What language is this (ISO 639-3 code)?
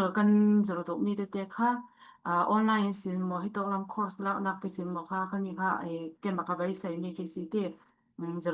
cfm